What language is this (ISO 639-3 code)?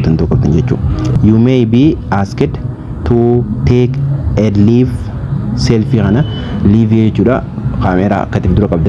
orm